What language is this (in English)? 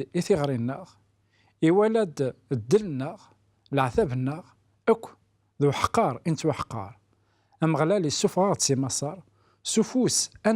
Kabyle